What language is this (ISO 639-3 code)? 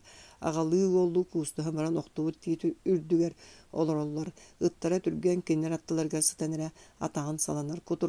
sah